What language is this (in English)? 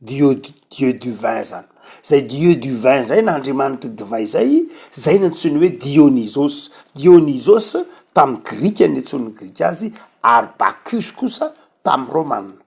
Malagasy